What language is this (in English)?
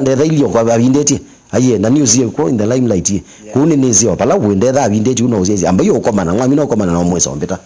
Kamba